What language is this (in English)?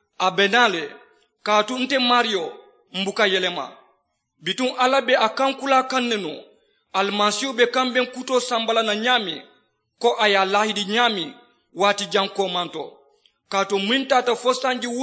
Mandingo